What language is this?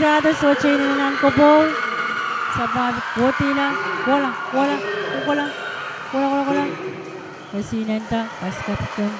Pohnpeian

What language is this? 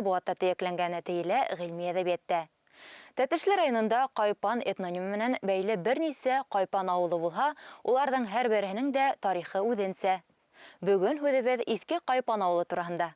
Bashkir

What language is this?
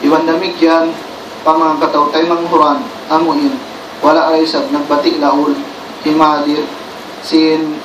Tausug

